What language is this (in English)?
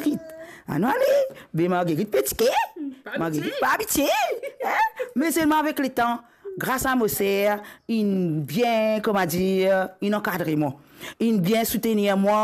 Morisyen